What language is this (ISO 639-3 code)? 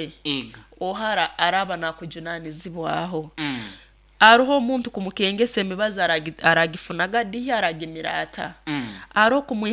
nyo